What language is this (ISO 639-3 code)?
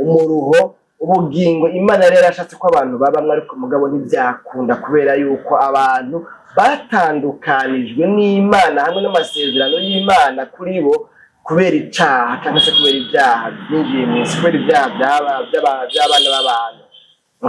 run